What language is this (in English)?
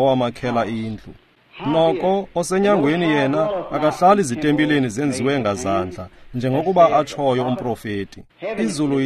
Xhosa